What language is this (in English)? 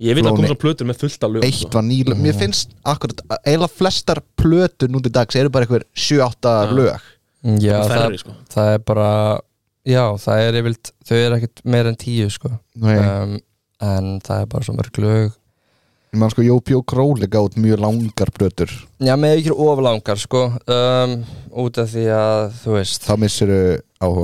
Icelandic